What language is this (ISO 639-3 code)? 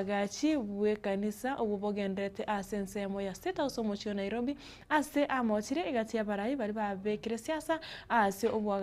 guz